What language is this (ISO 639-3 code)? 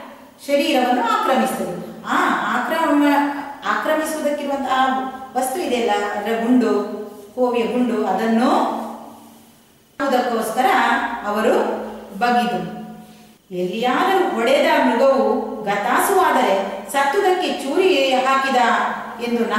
kan